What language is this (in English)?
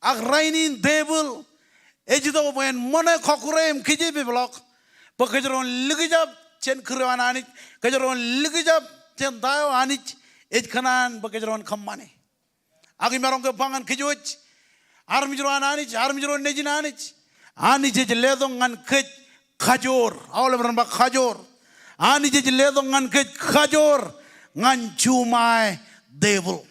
Marshallese